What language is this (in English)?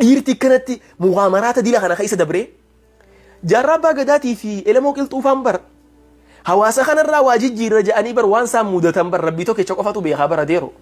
Oromo